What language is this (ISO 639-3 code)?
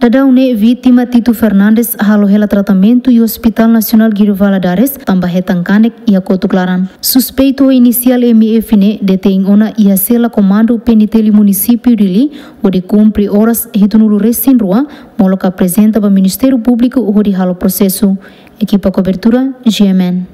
tet